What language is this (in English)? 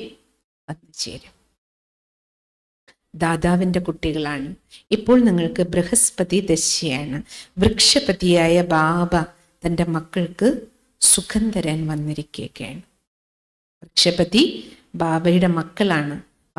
Malayalam